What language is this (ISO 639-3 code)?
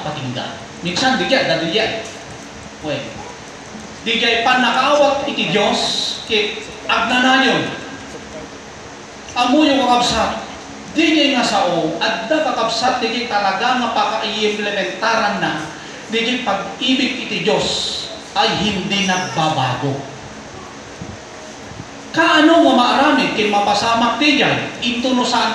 ilo